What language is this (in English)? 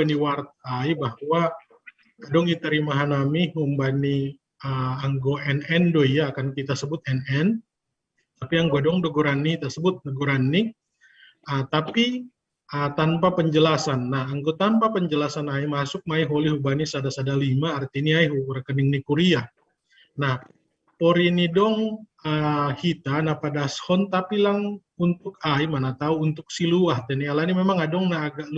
Batak Simalungun